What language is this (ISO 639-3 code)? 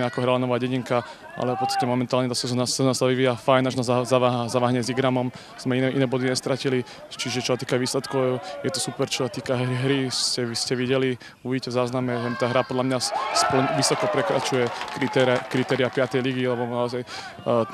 slk